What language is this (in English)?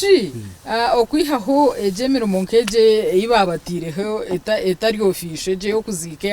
Nyankole